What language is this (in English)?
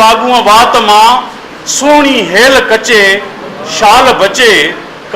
Sindhi